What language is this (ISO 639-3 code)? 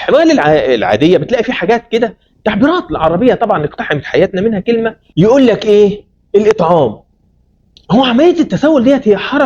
arz